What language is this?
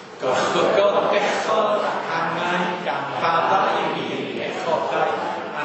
Welsh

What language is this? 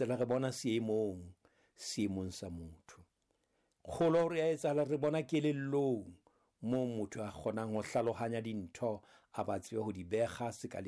Southern Sotho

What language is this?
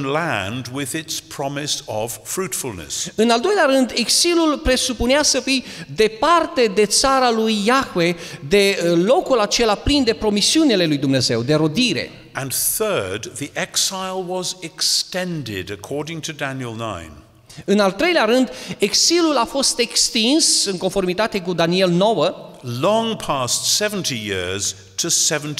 Romanian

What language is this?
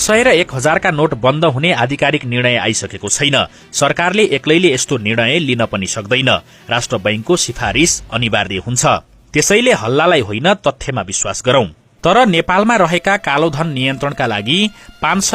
Nepali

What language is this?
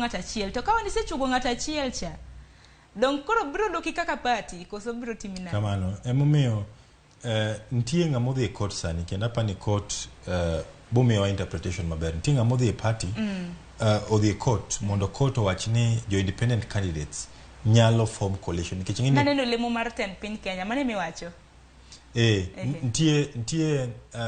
Luo (Kenya and Tanzania)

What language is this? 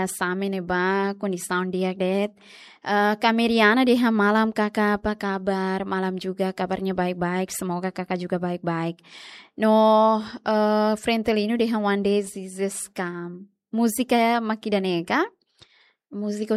Tetum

